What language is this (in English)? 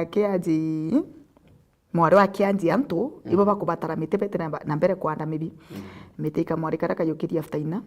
Meru